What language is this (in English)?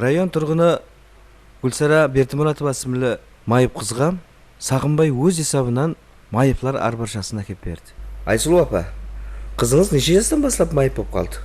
Kara-Kalpak